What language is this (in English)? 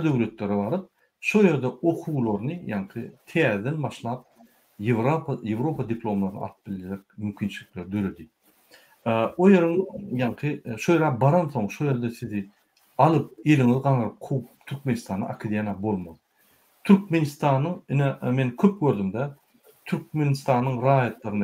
Turkmen